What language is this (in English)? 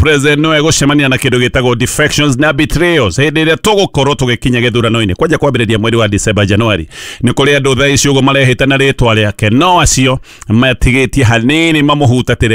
Kikuyu